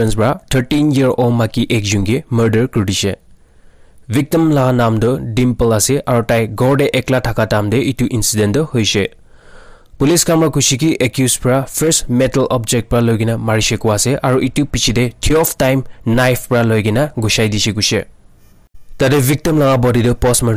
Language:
Naga Pidgin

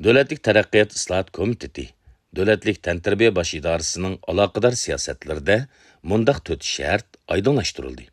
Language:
Uyghur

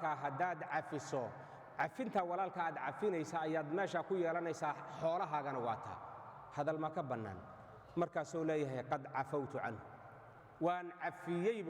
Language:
Somali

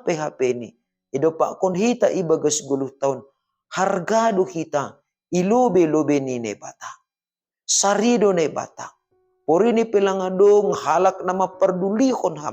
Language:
Batak Simalungun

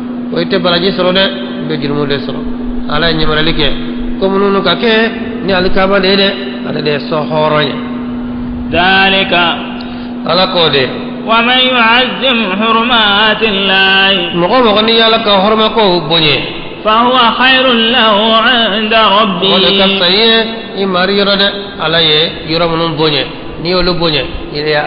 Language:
Bambara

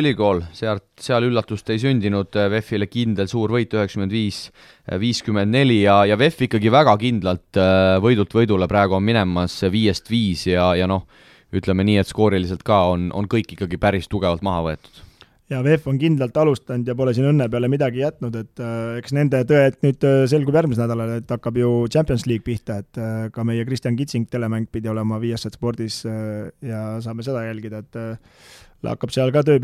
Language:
Estonian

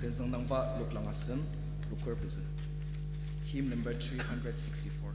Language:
Ao Naga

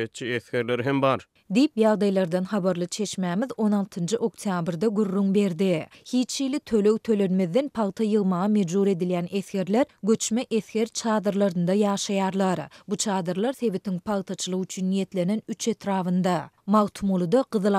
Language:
Turkmen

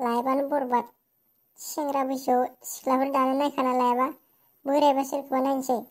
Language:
Bodo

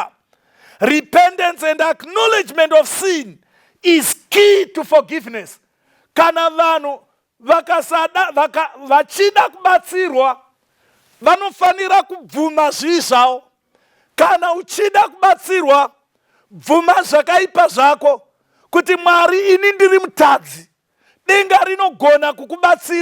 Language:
Shona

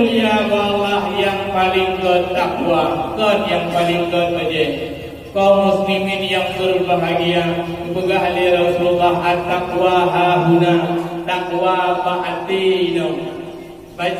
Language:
Achinese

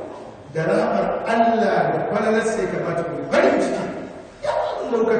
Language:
Hausa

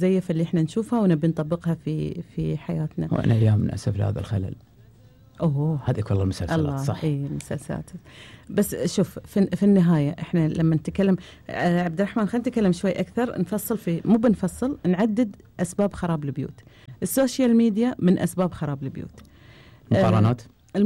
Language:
Gulf Arabic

